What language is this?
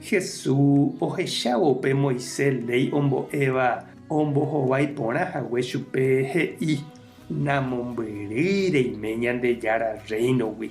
Guarani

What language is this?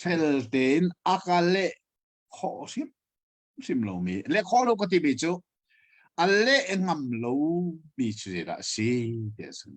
Hakha Chin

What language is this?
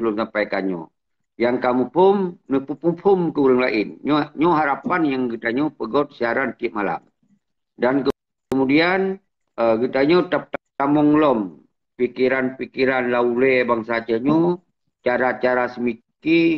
Achinese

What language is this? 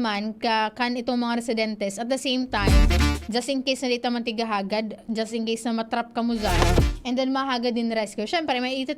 Bikol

